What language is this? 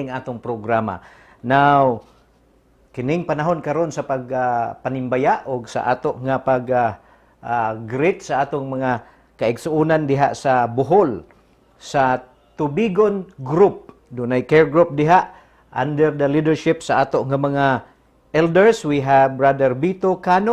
Cebuano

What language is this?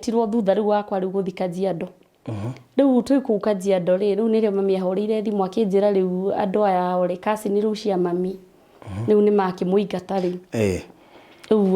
Kikuyu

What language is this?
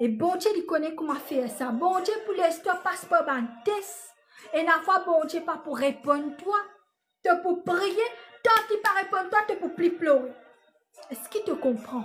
Morisyen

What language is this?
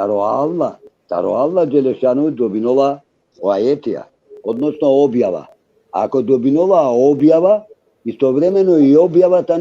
Balkan Romani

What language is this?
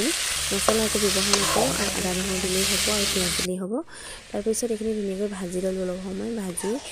Assamese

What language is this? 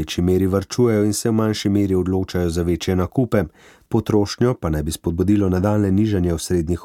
Slovenian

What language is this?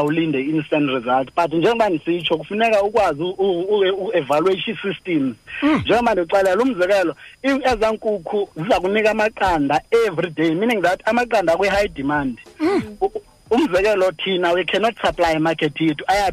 Xhosa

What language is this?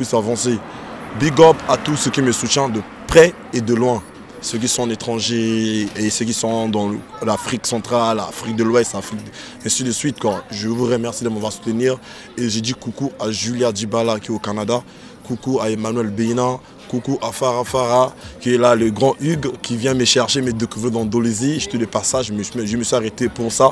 French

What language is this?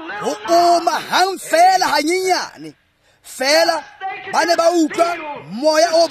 Tswana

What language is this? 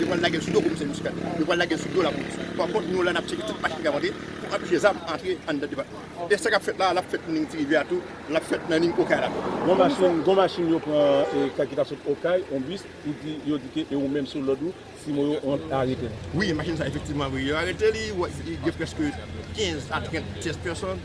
Haitian Creole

